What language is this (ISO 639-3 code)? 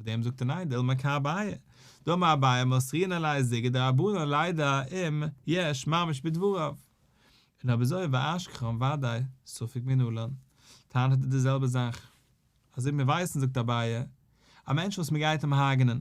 yid